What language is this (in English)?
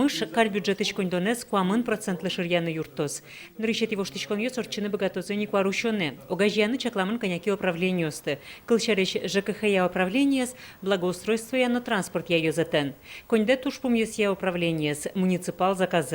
Udmurt